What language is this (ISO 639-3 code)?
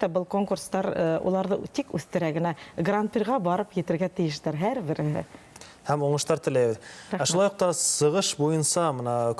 bak